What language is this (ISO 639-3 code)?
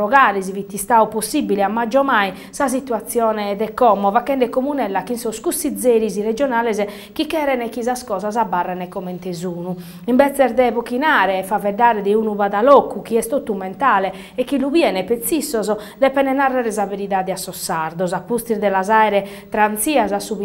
srd